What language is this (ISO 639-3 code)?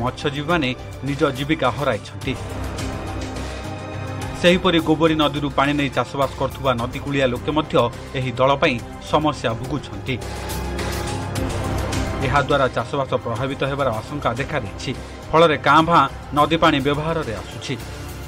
ori